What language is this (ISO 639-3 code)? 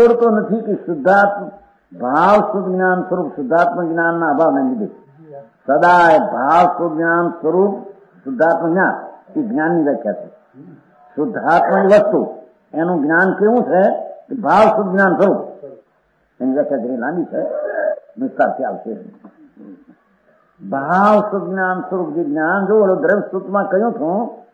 guj